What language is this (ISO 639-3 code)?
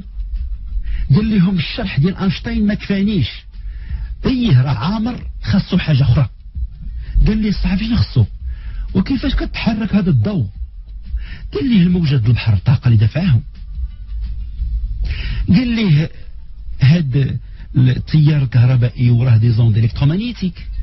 ary